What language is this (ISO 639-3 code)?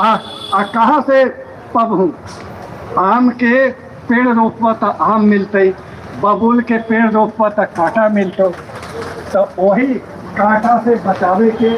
mag